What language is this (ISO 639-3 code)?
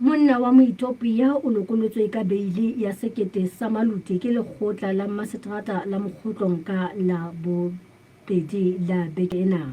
sot